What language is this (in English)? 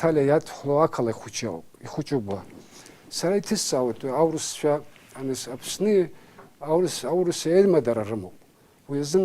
Abkhazian